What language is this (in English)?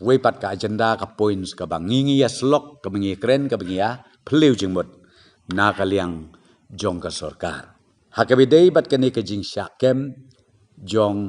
Khasi